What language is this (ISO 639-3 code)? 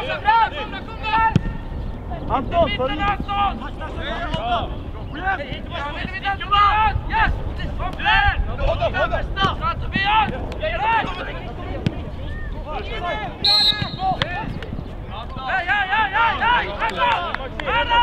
swe